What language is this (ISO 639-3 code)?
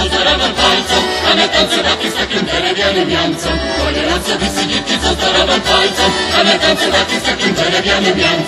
rue